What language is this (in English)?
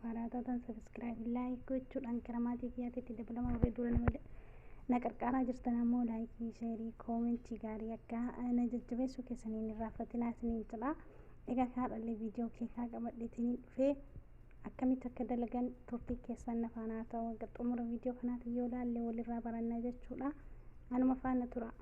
Oromo